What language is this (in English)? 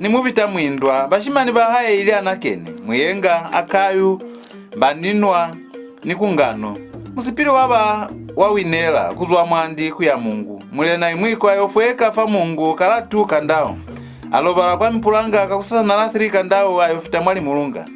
Lozi